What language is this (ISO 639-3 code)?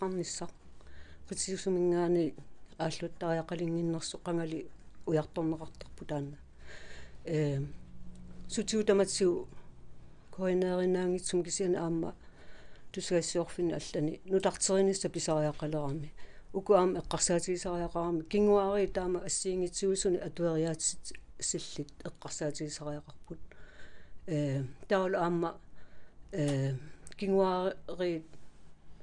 kal